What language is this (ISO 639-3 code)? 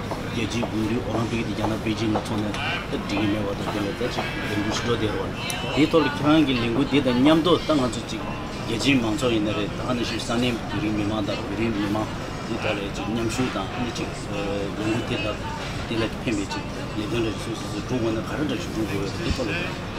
bod